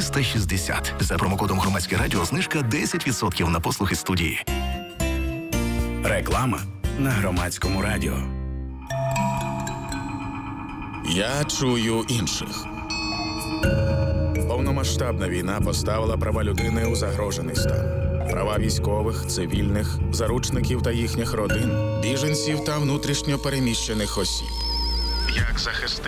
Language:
Ukrainian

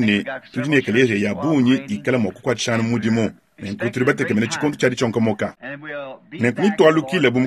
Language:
Luba-Lulua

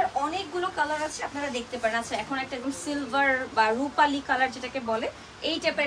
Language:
Bangla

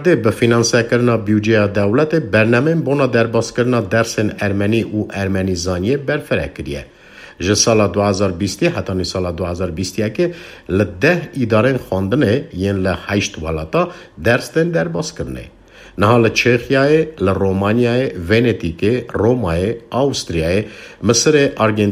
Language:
Kurdish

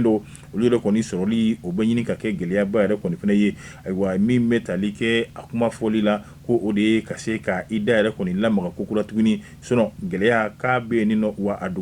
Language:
Bambara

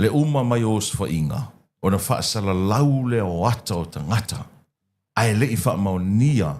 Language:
Samoan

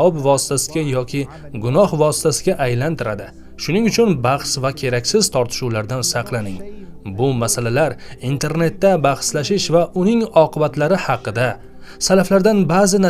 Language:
Uzbek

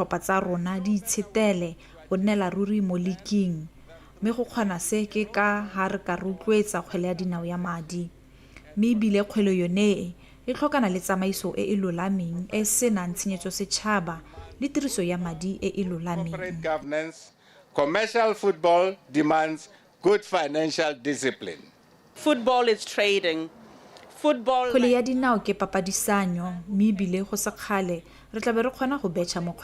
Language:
Tswana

